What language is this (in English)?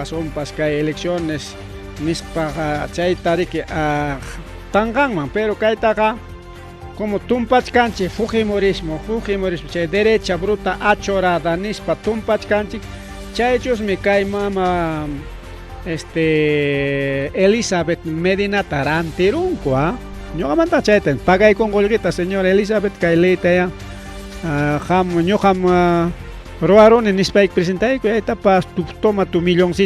Ayacucho Quechua